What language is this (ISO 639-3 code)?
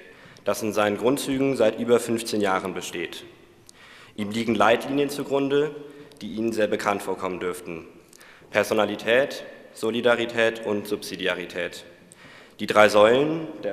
deu